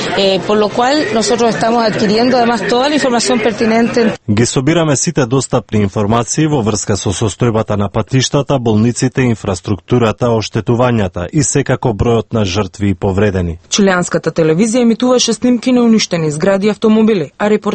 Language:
Macedonian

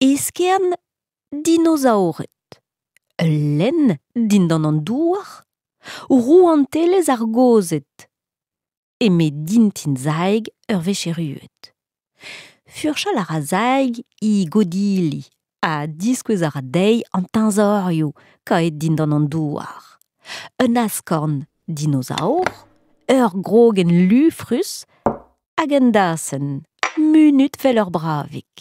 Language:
Breton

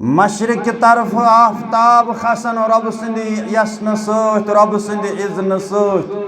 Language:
Kashmiri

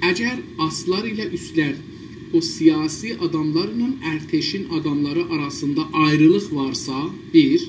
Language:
South Azerbaijani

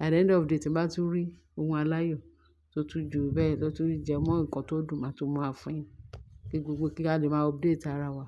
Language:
Yoruba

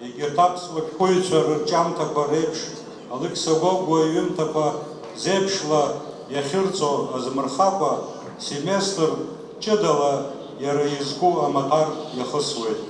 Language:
Abkhazian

